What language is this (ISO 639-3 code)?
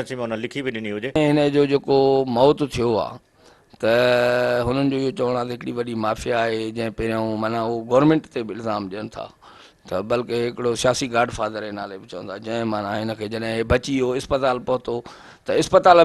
snd